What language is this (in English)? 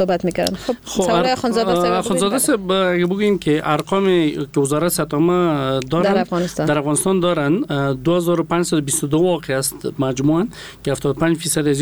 Persian